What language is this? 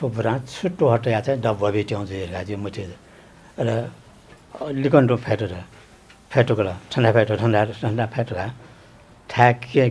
Newari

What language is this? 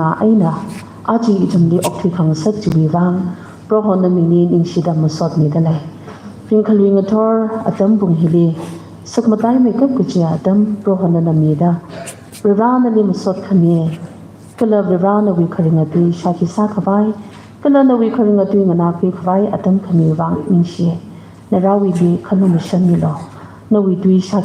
Tangkhul Naga (India)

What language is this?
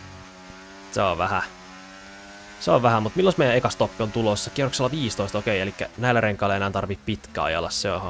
Finnish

